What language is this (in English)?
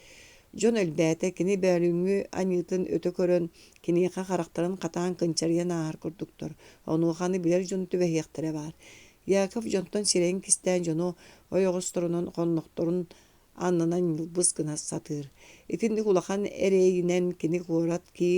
Yakut